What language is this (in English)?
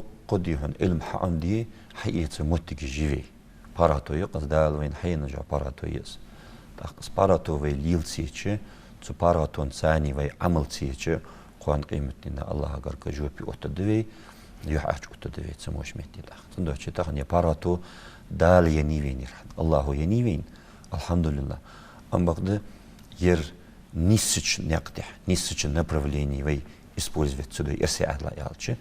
Ingush